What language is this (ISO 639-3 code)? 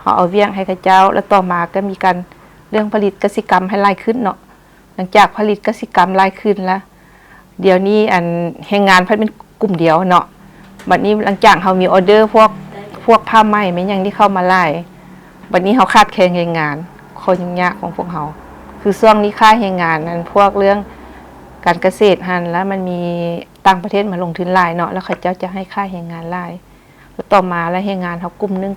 lao